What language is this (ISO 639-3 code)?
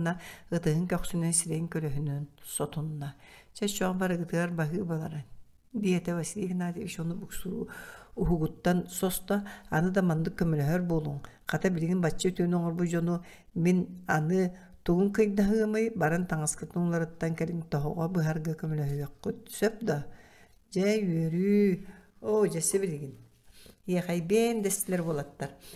sah